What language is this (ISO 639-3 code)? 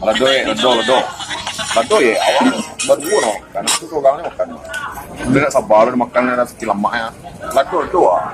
min